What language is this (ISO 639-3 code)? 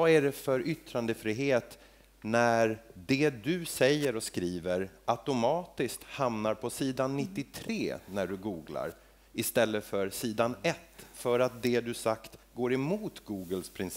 swe